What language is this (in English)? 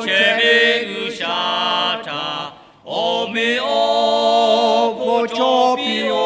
Lahu